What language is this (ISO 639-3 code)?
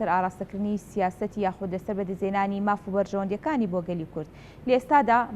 ckb